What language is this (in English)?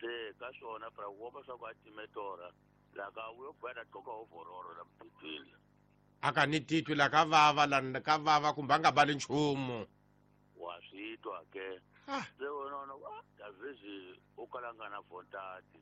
Tsonga